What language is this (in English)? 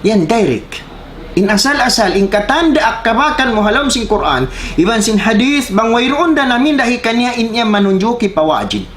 Tausug